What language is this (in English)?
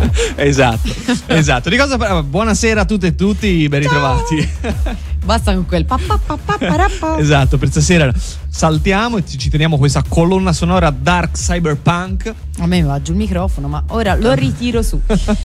Italian